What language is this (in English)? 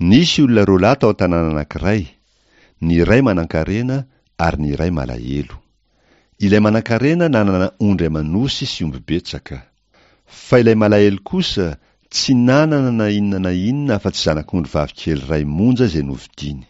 Malagasy